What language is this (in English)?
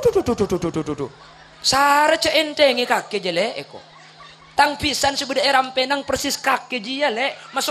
Madurese